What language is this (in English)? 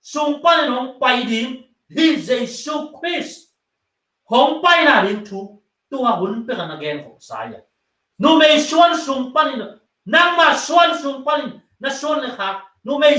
Tedim Chin